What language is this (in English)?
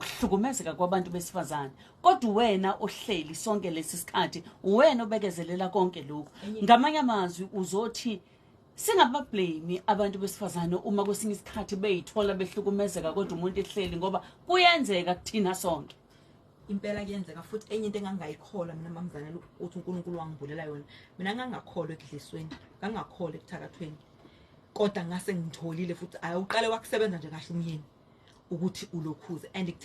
Zulu